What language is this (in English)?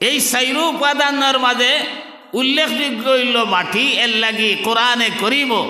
Sylheti